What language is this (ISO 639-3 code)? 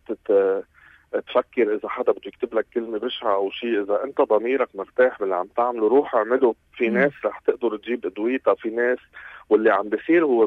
apc